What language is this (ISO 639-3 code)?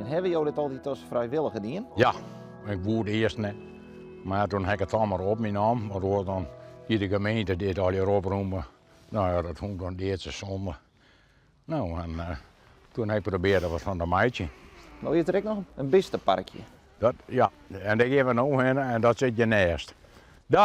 fry